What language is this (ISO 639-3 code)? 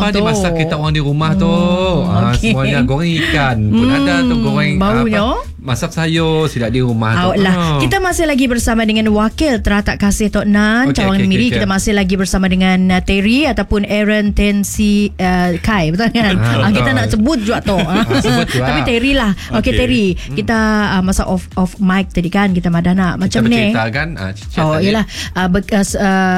msa